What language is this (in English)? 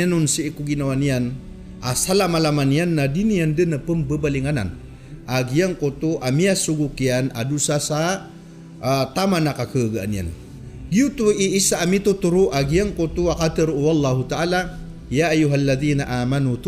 Maranao